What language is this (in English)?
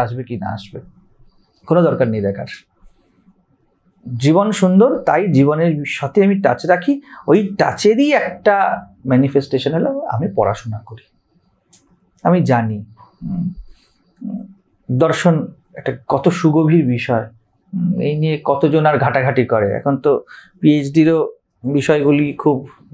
Bangla